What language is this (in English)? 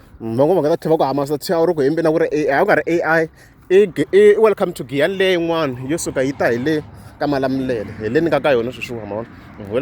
Tsonga